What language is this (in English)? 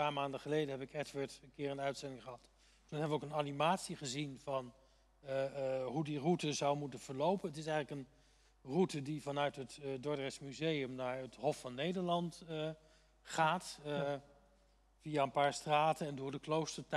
Dutch